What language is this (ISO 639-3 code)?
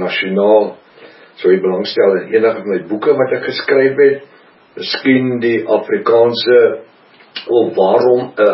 afr